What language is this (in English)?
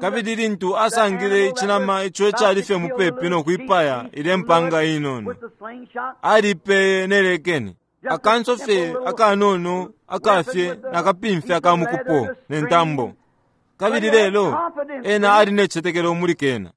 Bemba